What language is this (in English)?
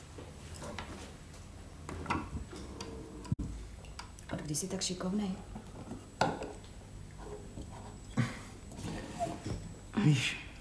Czech